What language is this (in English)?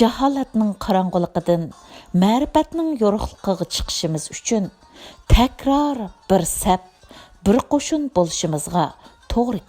Uyghur